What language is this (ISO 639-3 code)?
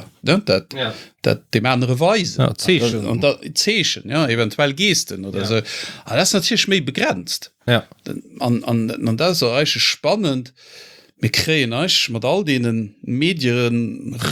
ltz